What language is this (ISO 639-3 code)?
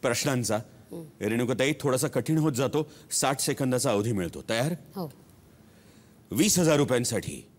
mar